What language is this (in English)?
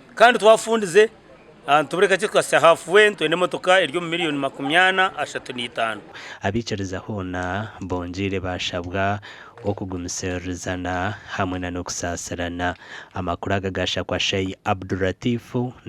Nyankole